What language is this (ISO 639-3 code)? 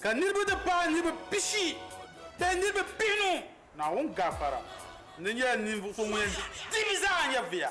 dag